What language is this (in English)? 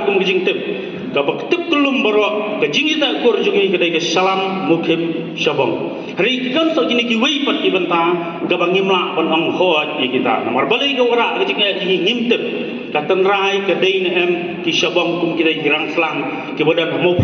Khasi